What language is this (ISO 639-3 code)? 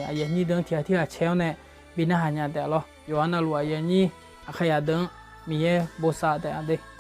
ahk